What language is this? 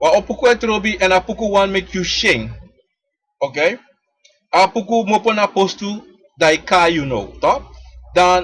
Sranan Tongo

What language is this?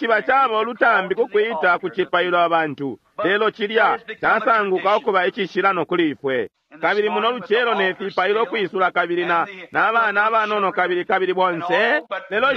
Bemba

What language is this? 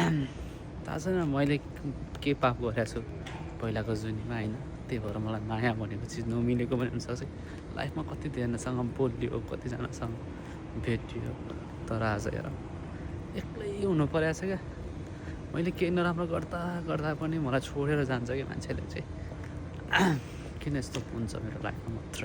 Nepali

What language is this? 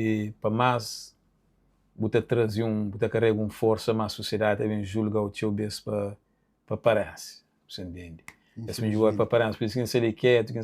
Kabuverdianu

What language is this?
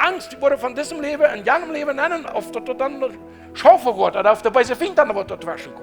Plautdietsch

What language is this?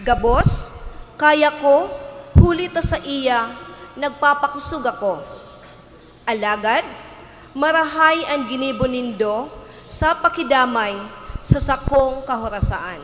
Bikol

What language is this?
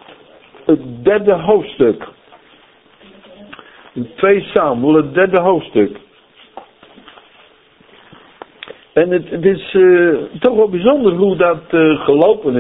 Dutch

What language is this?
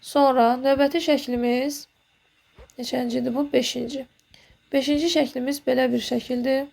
Azerbaijani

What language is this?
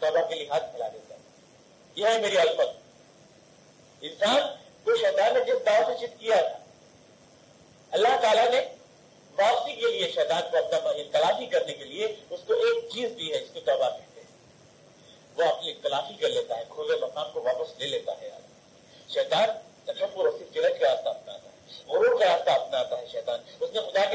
Urdu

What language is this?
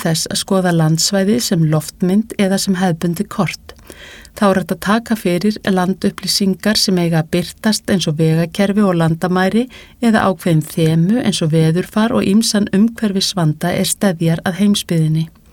Icelandic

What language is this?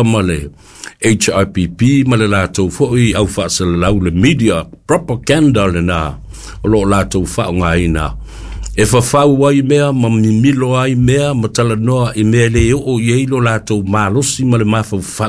Samoan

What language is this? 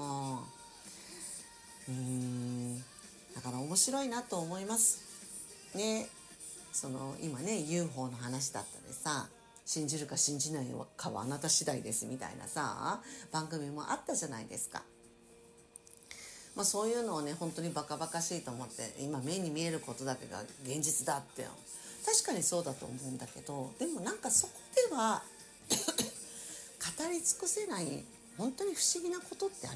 Japanese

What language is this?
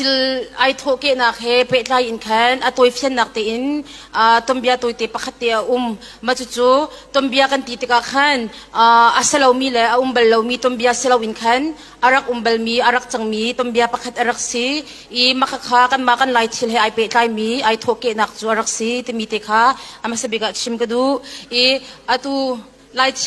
Hakha Chin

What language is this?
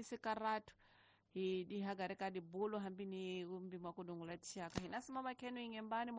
Tsonga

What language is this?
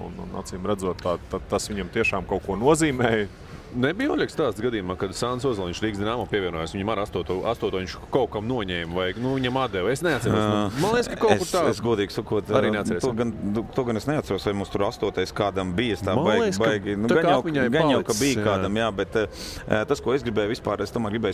Latvian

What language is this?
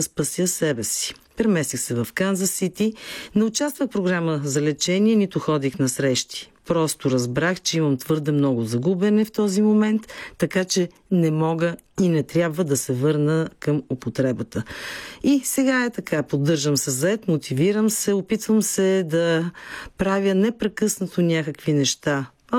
Bulgarian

